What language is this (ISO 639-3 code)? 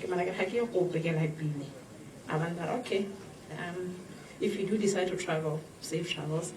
tsn